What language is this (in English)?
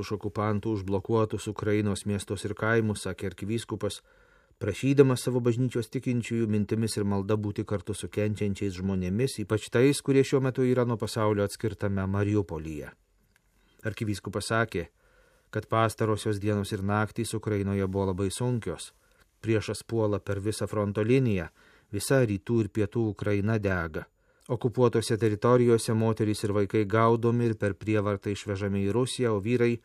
Lithuanian